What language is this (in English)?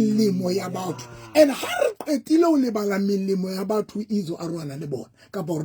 Southern Sotho